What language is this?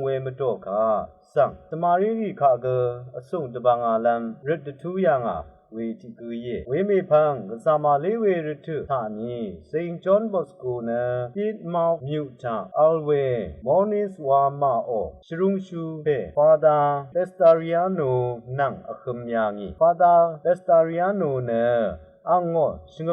Rawang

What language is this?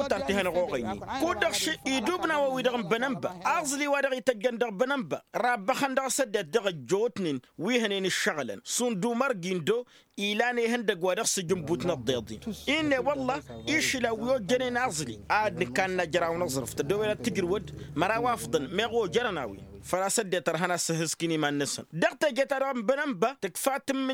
Tamasheq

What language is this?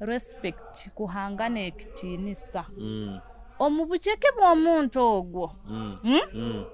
Nyoro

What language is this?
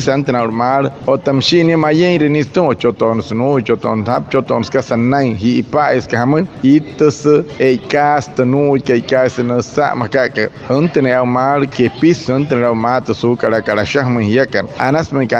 Wayuu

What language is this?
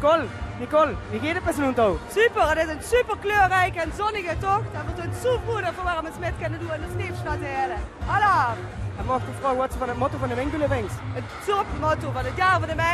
Limburgish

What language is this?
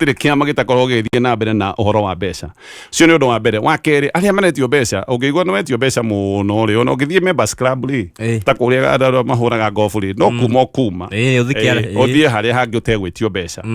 Kikuyu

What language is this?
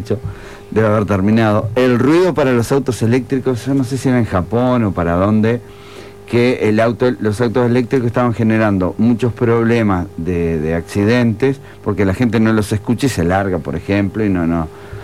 Spanish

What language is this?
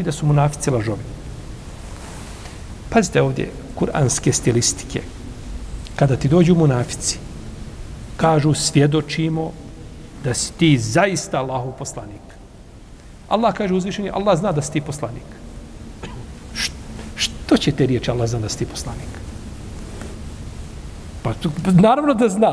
Bosnian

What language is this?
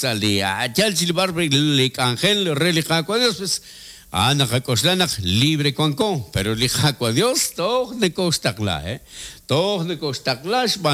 Kekchí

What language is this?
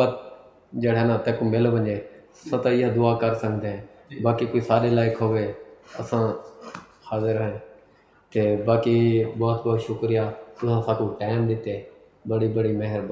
Saraiki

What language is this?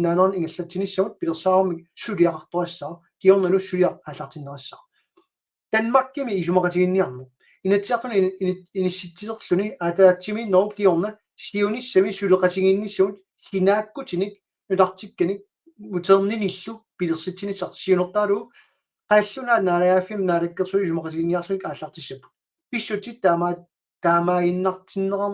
Kalaallisut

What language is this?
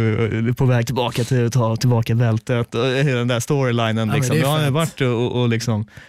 Swedish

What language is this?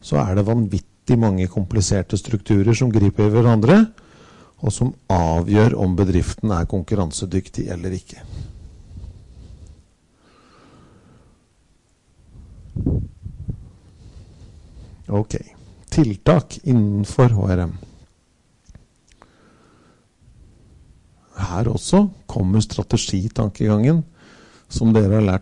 Norwegian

